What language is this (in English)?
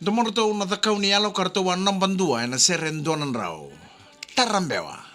Fijian